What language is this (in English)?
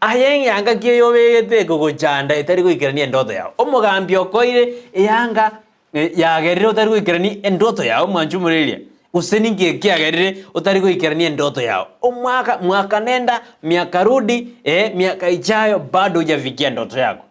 Gusii